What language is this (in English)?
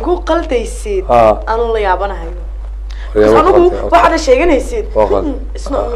Somali